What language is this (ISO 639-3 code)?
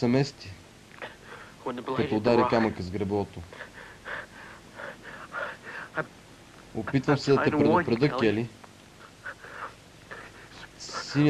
bul